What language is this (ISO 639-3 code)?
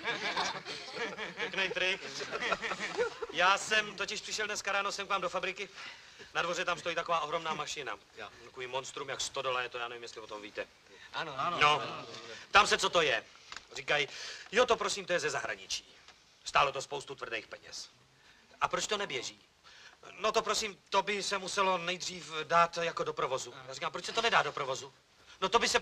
ces